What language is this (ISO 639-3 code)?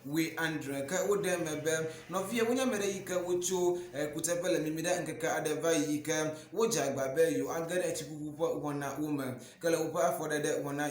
ewe